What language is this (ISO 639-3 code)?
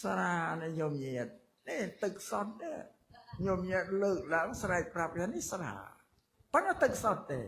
khm